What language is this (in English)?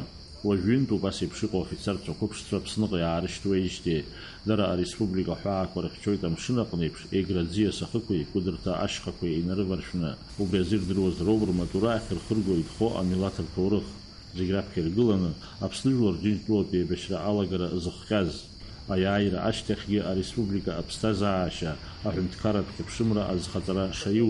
Abkhazian